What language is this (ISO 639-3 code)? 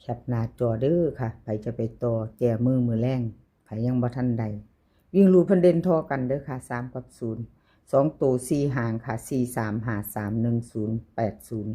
tts